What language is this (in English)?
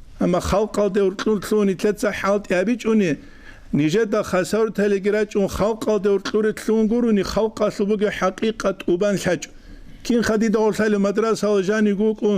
Avaric